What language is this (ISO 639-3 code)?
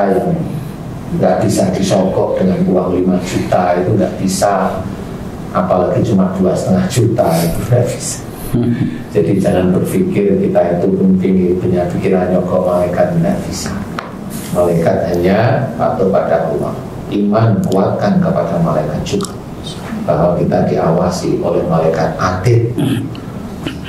ind